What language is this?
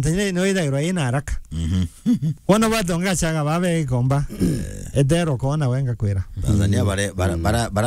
Meru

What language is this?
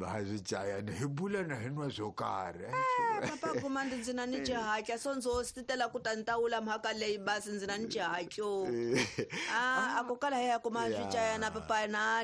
Tsonga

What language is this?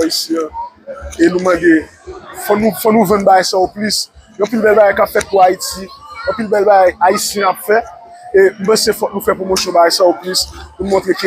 Haitian Creole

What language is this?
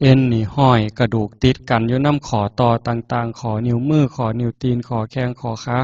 Northeastern Thai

